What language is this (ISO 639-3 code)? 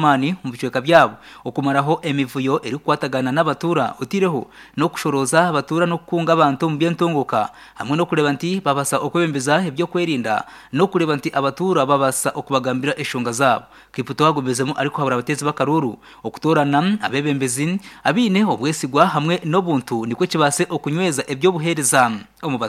nyn